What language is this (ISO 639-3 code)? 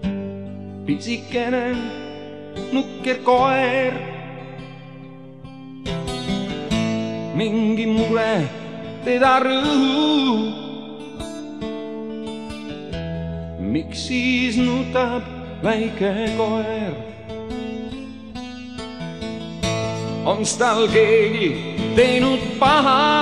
est